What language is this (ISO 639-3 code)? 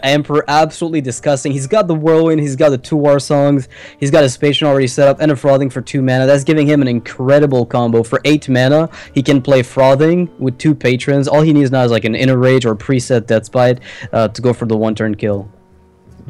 eng